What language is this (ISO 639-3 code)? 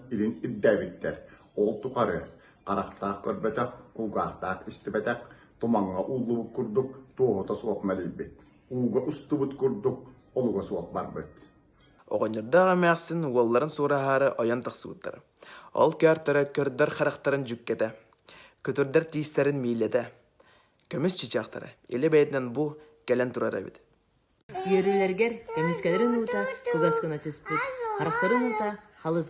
sah